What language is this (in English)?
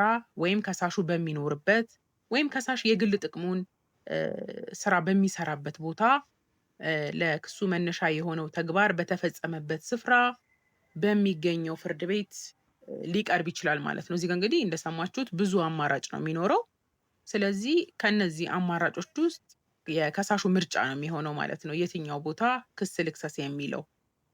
Amharic